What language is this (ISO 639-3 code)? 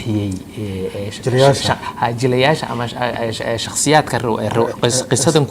som